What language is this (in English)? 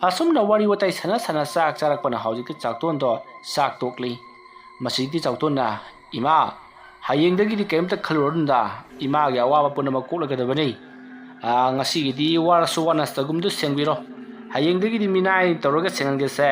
Manipuri